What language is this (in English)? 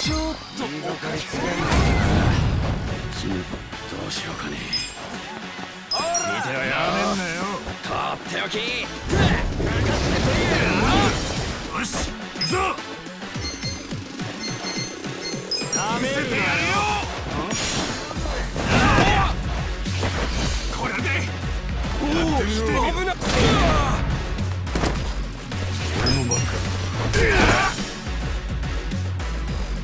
Japanese